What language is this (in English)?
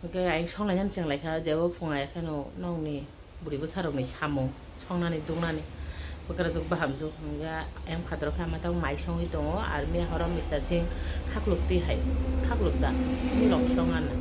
Kok Borok